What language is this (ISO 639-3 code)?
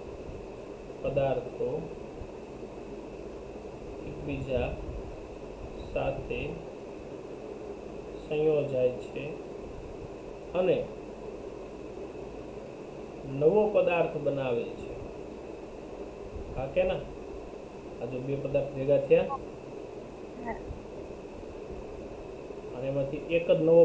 guj